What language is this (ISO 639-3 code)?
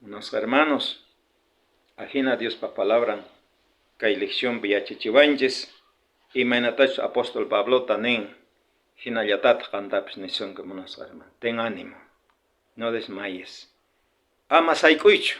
quh